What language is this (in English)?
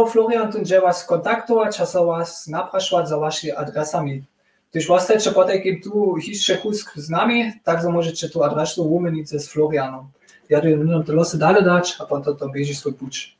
Upper Sorbian